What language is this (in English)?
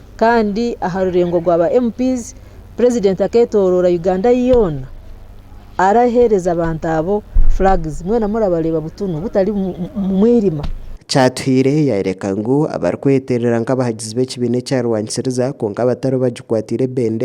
Nyankole